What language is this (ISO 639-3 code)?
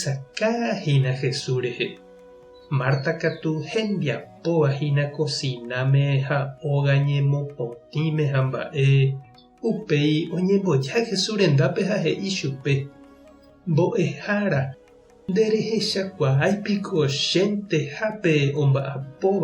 grn